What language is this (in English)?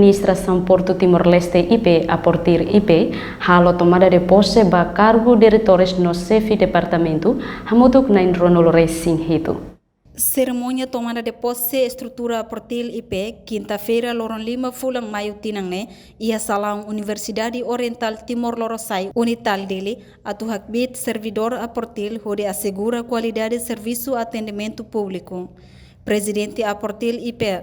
Tetum